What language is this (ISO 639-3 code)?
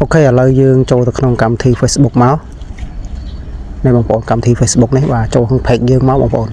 khm